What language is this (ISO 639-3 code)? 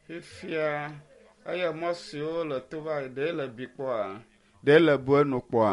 ewe